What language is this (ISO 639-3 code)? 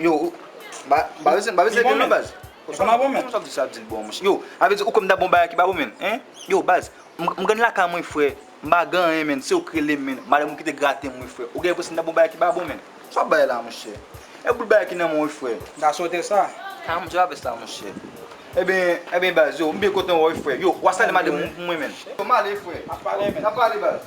hat